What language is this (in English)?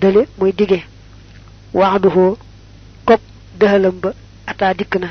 Wolof